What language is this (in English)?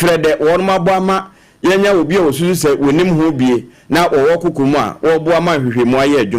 Akan